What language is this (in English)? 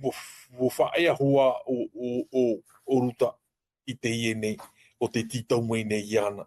Tahitian